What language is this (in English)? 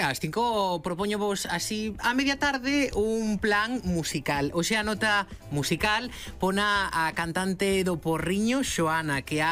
Galician